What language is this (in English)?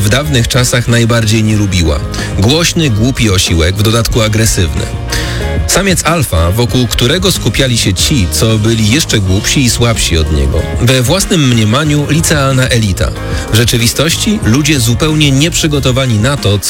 Polish